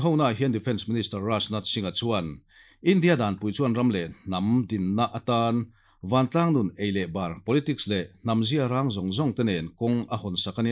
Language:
Mizo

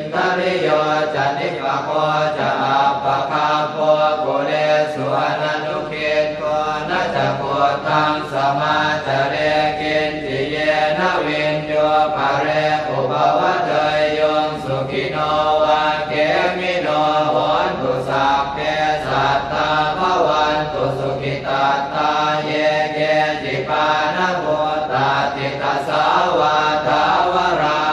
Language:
Pali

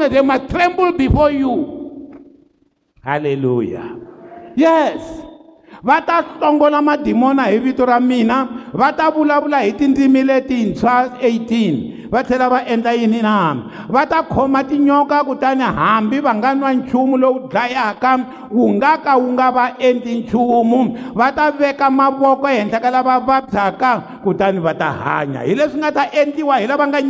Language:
Tsonga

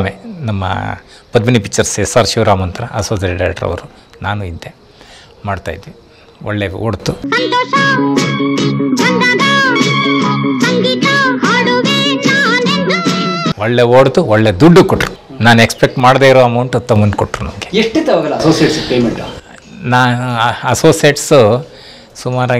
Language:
Kannada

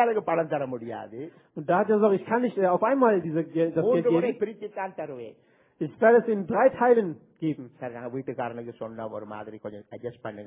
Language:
Tamil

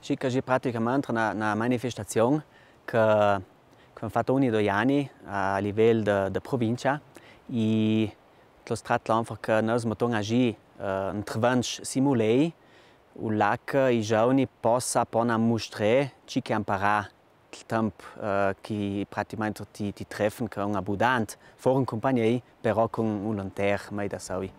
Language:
Ladin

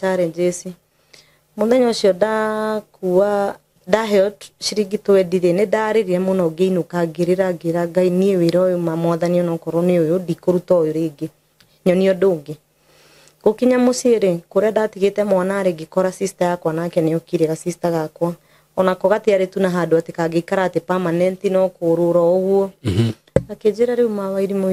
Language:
Kikuyu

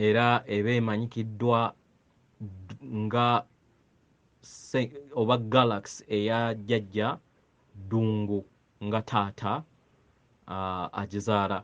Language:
Ganda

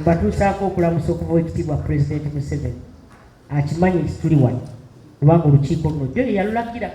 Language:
Ganda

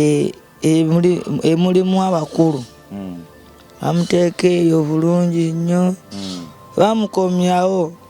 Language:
Ganda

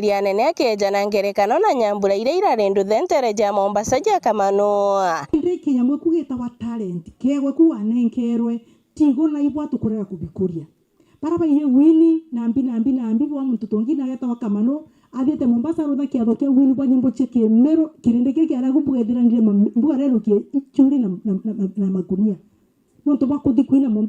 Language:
Meru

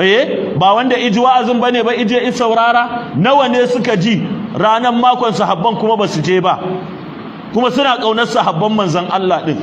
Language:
Hausa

